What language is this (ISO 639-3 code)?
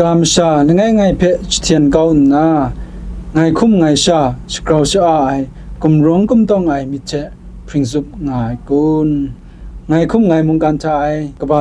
kac